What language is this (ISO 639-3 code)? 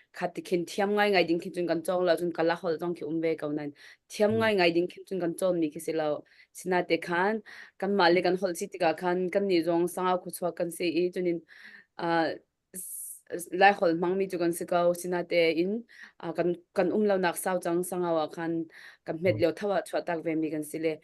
cnh